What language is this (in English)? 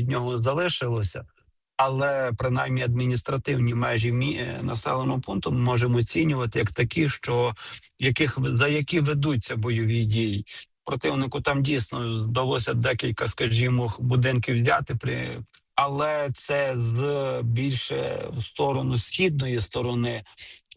Ukrainian